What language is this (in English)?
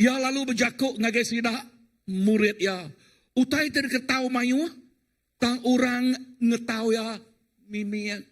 Iban